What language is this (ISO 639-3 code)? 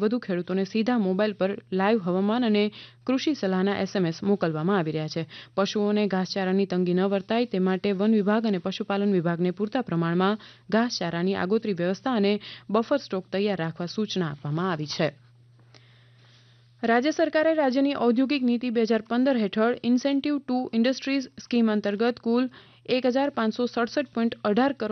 guj